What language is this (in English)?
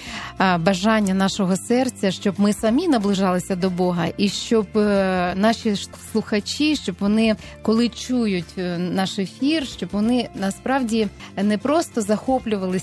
Ukrainian